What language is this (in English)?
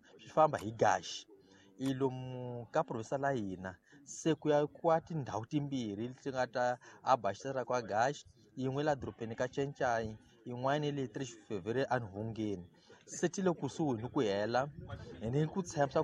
Tsonga